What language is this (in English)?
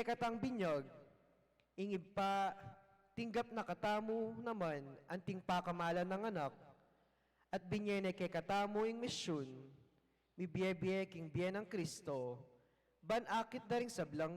Pampanga